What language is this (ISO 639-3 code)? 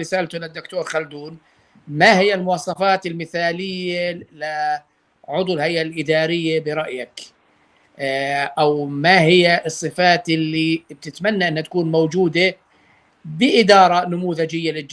apc